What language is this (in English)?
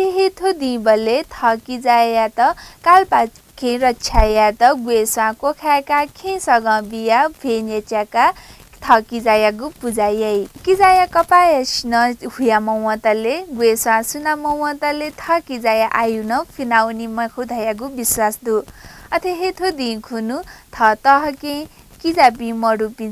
Newari